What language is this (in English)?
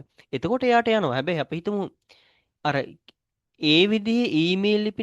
Sinhala